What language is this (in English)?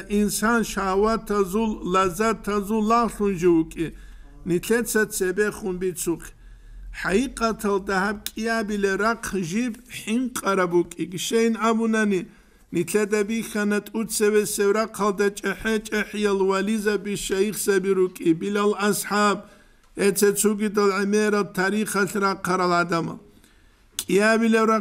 Avaric